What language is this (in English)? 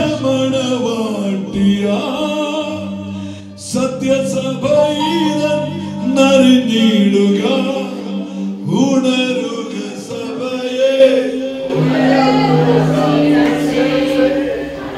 Malayalam